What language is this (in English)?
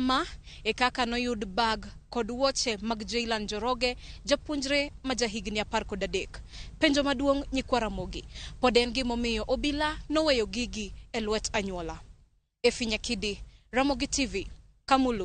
Luo (Kenya and Tanzania)